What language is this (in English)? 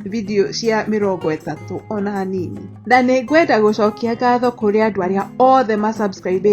Kikuyu